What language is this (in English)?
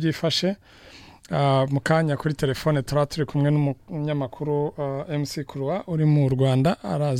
Kinyarwanda